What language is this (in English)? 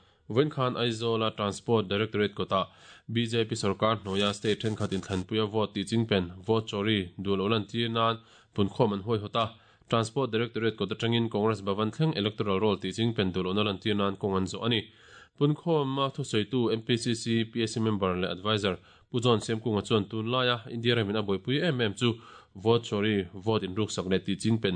Mizo